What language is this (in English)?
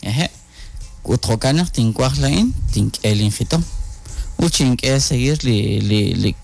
Kekchí